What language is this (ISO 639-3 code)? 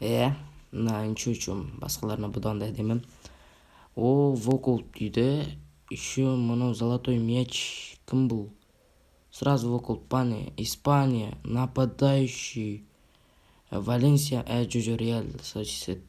kaz